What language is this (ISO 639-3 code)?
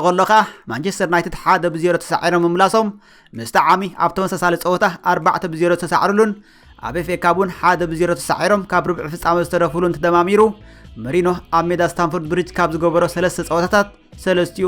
tir